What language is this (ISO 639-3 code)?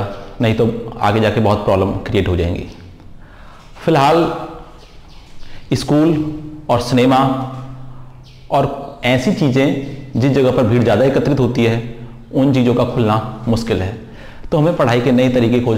hin